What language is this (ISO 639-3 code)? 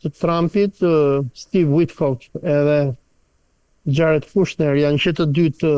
sqi